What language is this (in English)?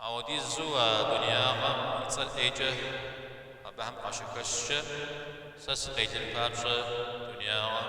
Kabardian